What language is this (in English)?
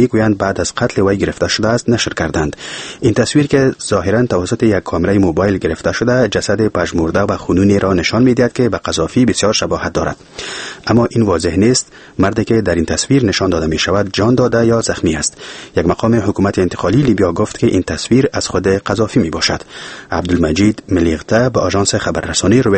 Persian